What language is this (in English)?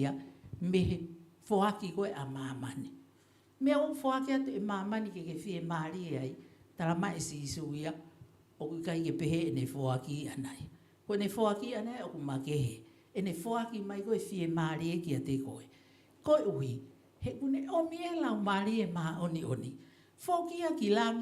Tongan